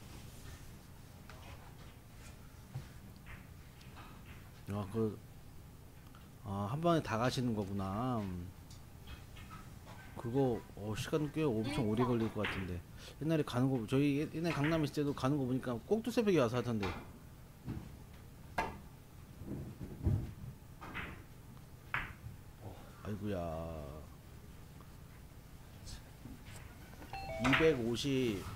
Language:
Korean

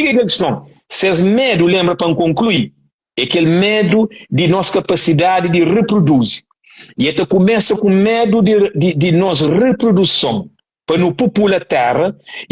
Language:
Kabuverdianu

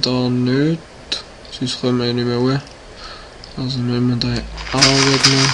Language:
Swiss German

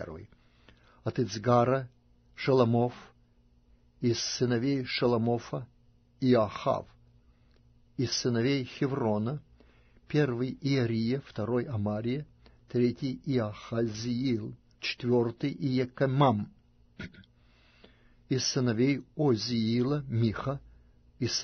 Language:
Russian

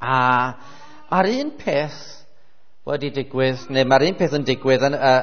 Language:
Welsh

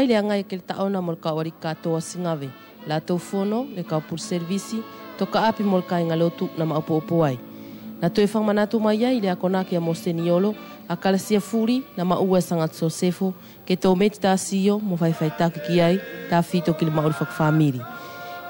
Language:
East Futuna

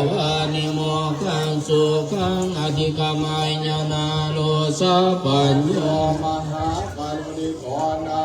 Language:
Pali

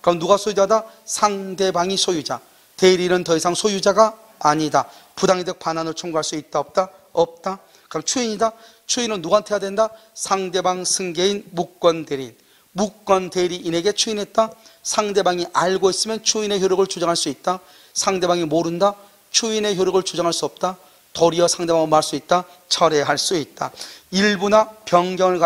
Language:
Korean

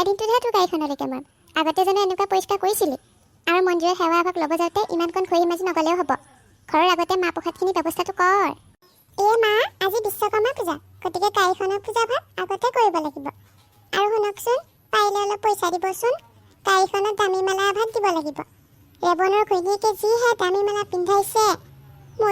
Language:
Assamese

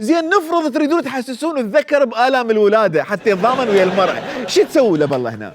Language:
Mesopotamian Arabic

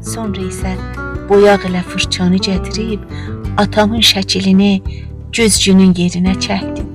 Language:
South Azerbaijani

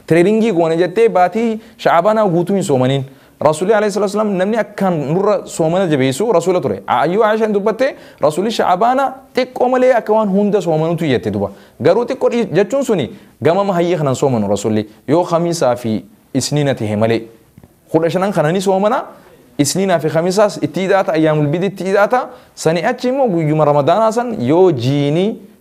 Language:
Oromo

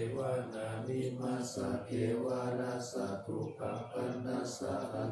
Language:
Pali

